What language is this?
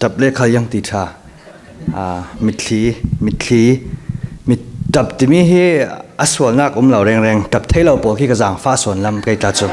Falam Chin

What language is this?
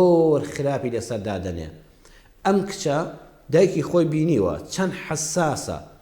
Central Kurdish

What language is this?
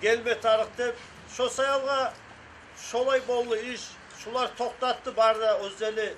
Kumyk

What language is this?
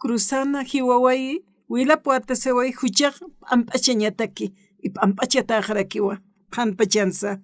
Aymara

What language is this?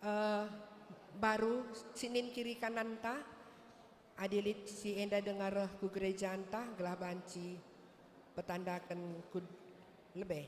Batak Karo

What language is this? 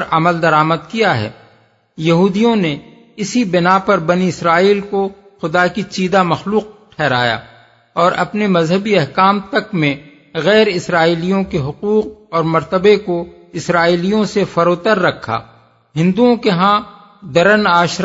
Urdu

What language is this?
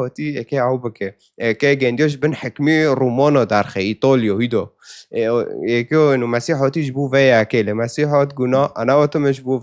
Kurdish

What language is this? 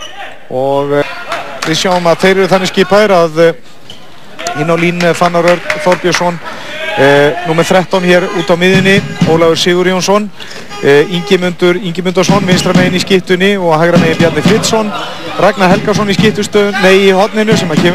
Icelandic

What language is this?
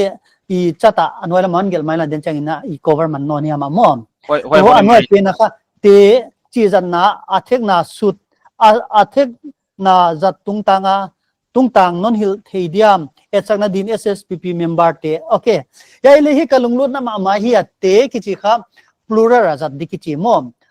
Paite Chin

